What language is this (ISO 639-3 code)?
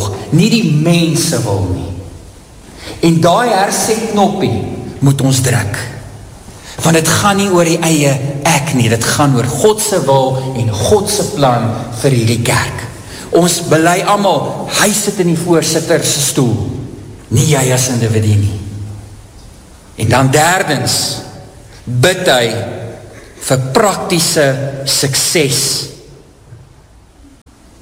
afr